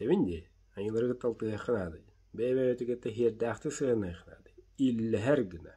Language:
Yakut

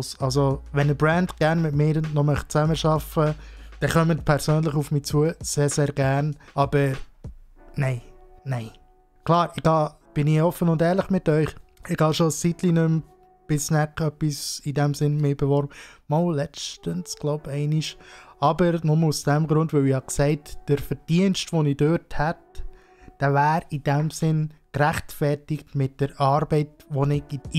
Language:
Swiss German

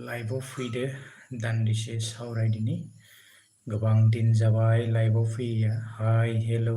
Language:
Bodo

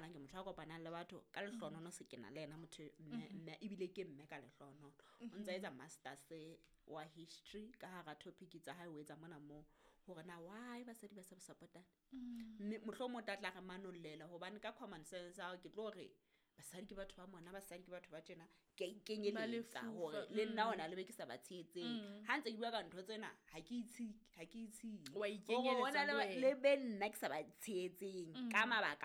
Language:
Southern Sotho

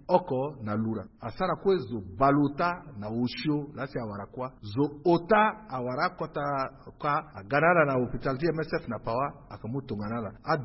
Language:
Sango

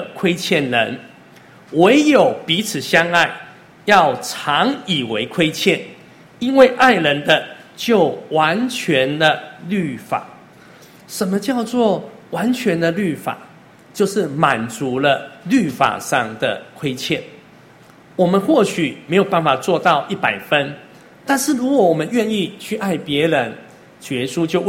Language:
Chinese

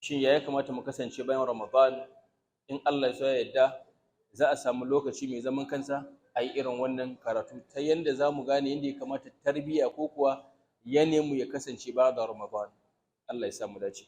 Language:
Hausa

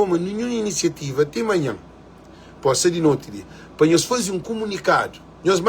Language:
Kabuverdianu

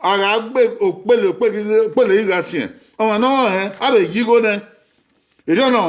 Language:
Bini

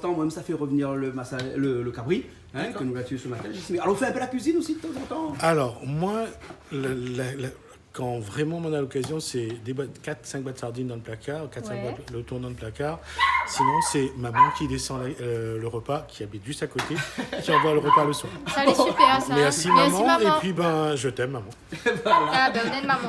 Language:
Réunion Creole French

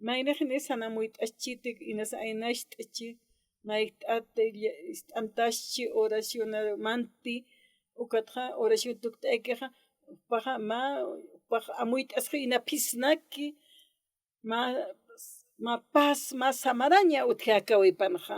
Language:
Aymara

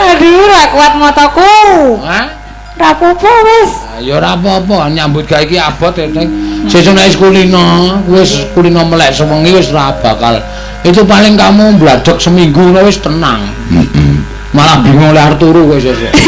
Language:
Javanese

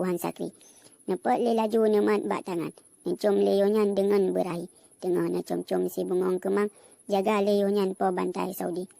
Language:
Achinese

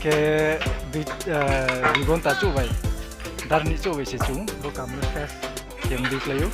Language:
Riang (India)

